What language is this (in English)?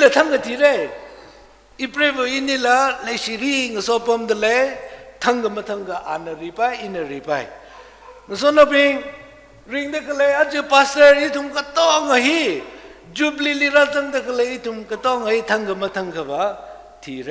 Tangkhul Naga (India)